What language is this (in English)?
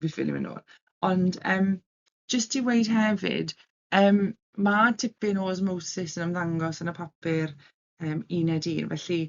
Welsh